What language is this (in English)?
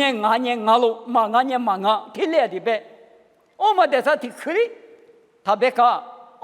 Lisu